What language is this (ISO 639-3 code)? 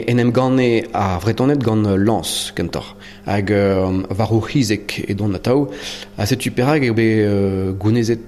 bre